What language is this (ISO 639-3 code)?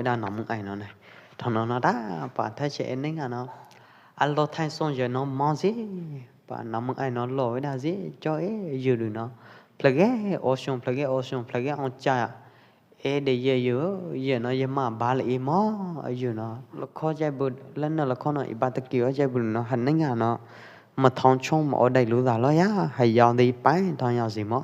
kjp